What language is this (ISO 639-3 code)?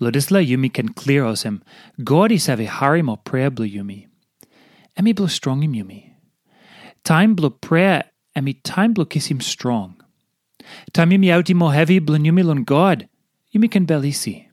tpi